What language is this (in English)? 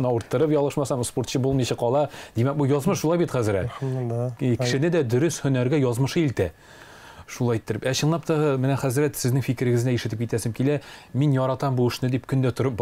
Tatar